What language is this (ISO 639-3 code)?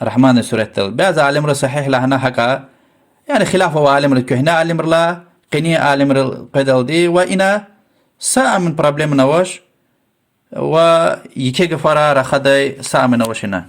lez